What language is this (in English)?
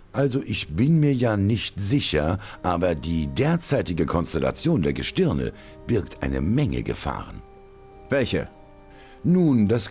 Bavarian